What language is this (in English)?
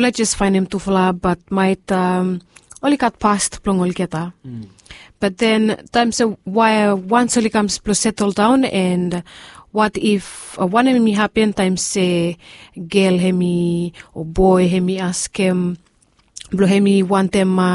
Bislama